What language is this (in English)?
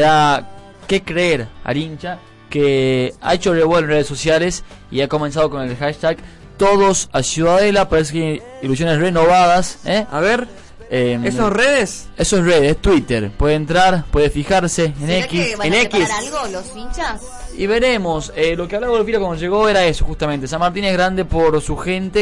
Spanish